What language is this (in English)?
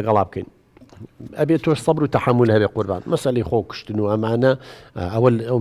Central Kurdish